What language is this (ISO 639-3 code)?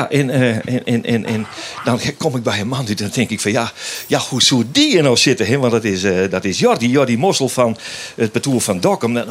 fry